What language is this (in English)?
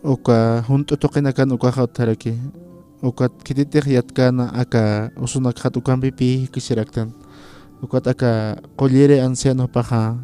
Aymara